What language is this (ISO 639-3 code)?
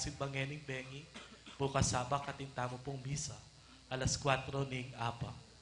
pam